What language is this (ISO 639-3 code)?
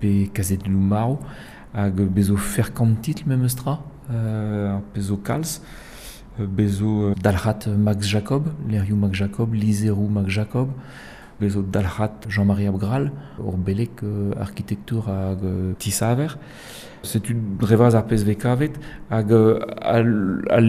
bre